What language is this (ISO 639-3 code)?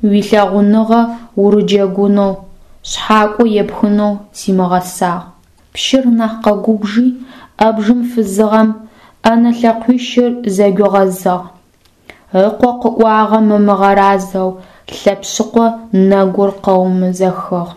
ady